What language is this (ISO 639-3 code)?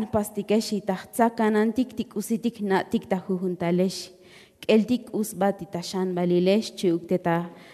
tzo